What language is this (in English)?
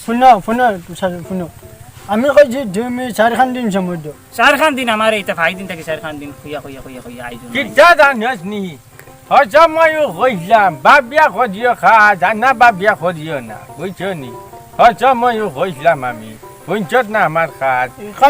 Sylheti